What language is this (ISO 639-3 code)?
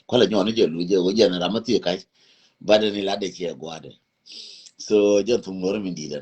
nus